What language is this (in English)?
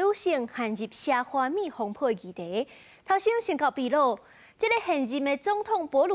Min Nan Chinese